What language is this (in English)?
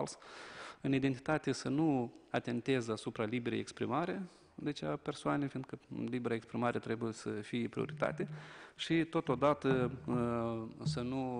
Romanian